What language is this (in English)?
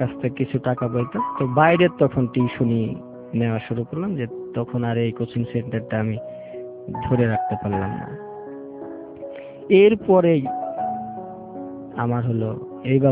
Bangla